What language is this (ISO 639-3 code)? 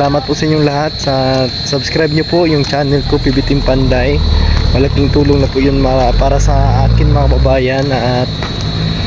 fil